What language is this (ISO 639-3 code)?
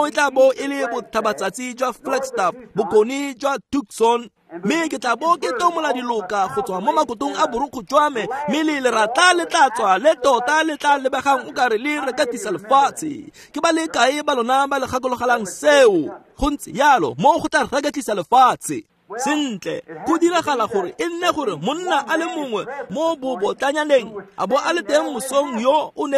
tsn